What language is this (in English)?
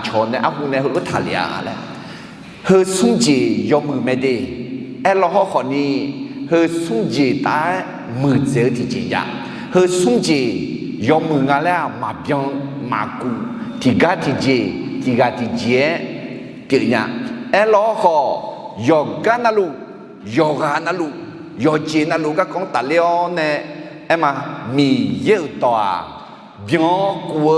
Akha